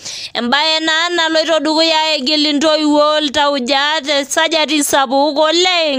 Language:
Masai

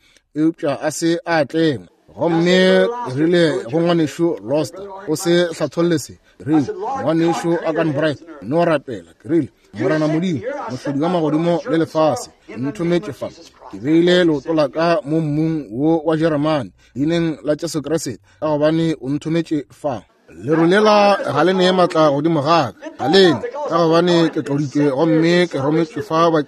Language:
Northern Sotho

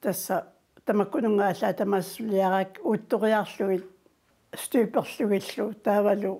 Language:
Kalaallisut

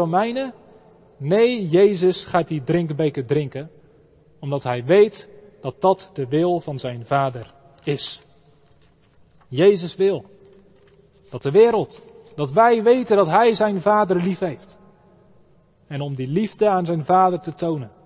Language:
Dutch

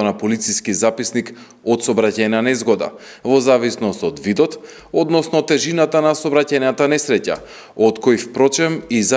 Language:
Macedonian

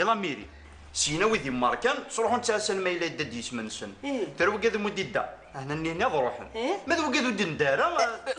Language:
Kabyle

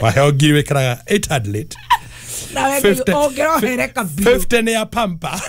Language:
Kikuyu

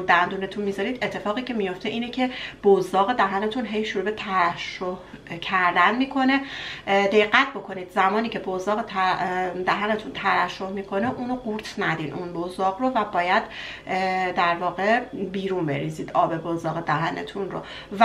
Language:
Persian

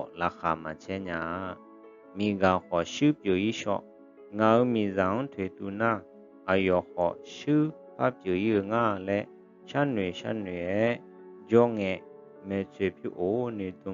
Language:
Akha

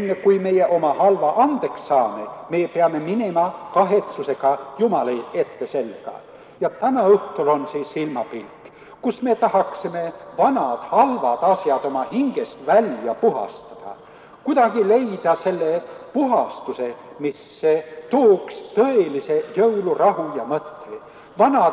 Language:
Estonian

